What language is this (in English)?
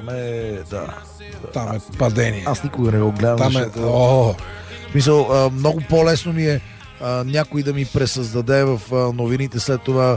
Bulgarian